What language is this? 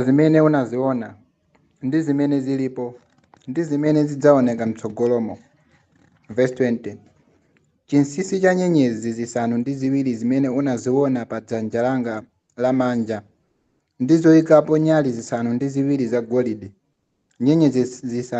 Nyanja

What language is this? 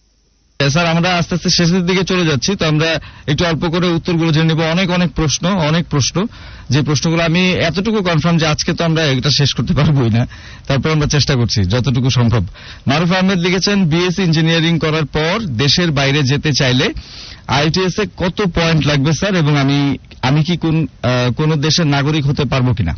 Bangla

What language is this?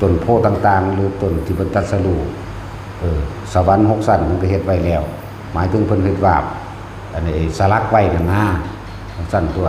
Northeastern Thai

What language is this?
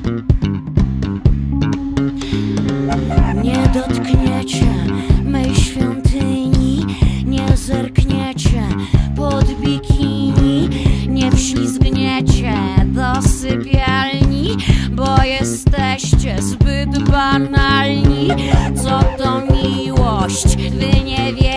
Polish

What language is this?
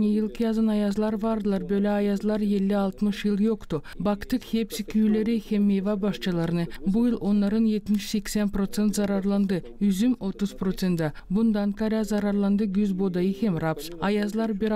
Gagauz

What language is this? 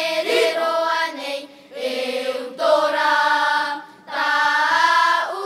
Tahitian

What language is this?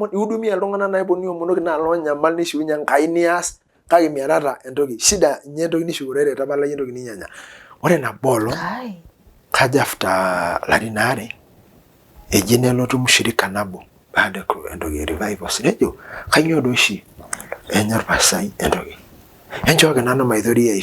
Masai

